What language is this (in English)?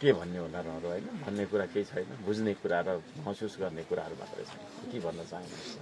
Nepali